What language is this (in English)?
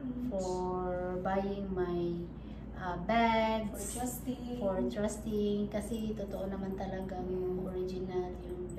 Filipino